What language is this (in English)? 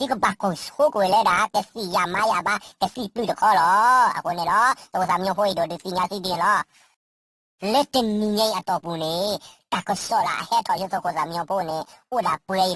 S'gaw Karen